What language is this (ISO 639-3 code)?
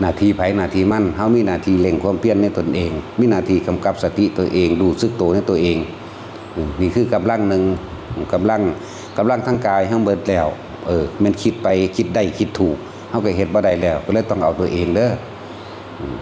tts